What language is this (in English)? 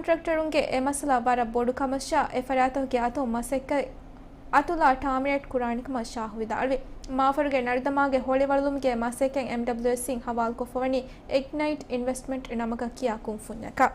Divehi